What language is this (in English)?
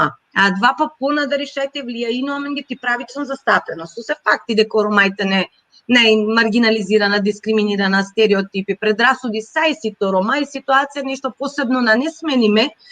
Balkan Romani